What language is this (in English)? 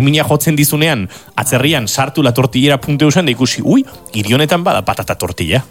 Basque